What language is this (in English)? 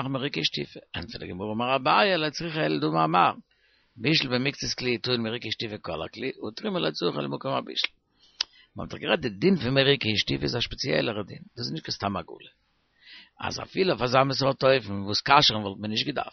Yiddish